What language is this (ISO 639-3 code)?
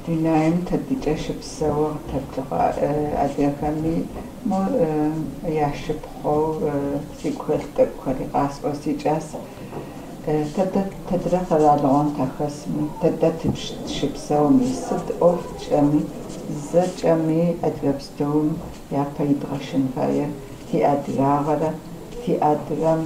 kbd